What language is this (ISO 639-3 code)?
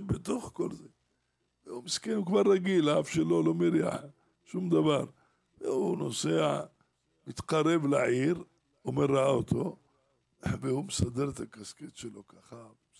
heb